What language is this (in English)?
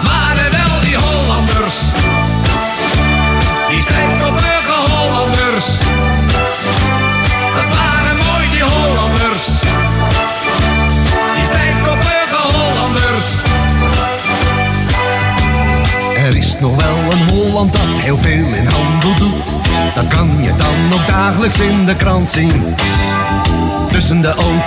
Dutch